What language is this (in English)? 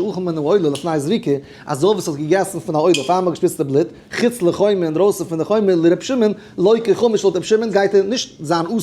Yiddish